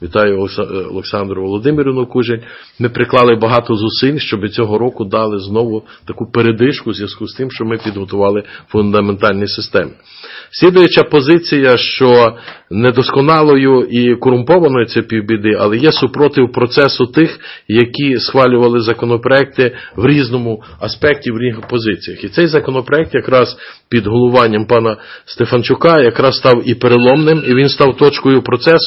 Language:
Ukrainian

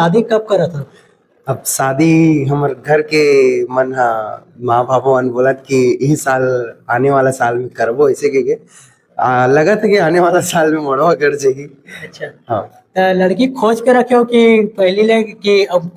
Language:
Chhattisgarhi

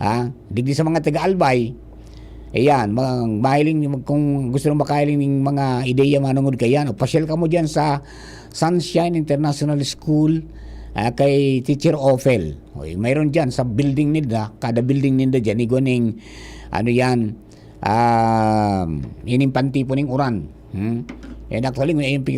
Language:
Bikol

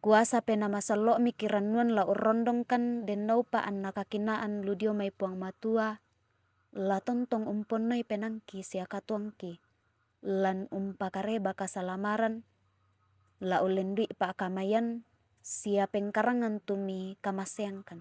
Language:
Toraja-Sa'dan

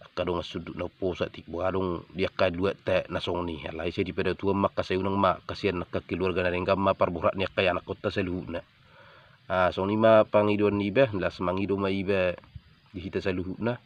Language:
Batak Toba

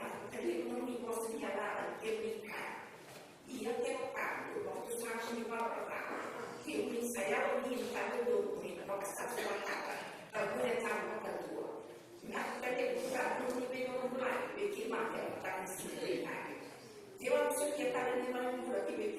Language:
Fijian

